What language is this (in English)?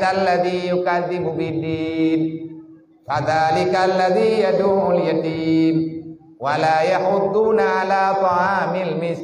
Achinese